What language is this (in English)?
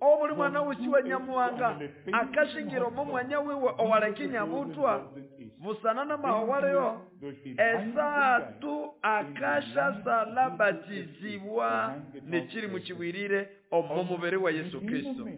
Nande